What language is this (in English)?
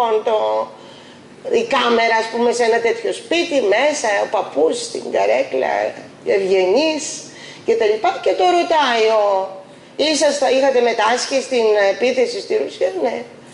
Greek